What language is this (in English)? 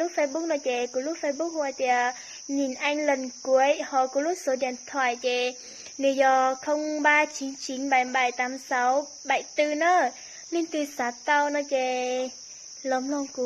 Hmong